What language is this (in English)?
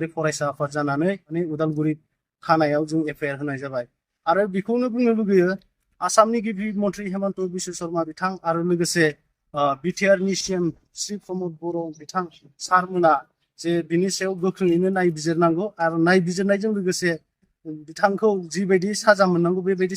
Bodo